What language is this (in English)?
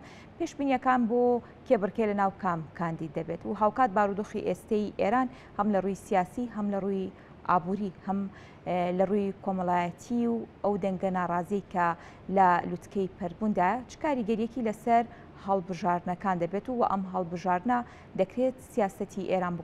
Central Kurdish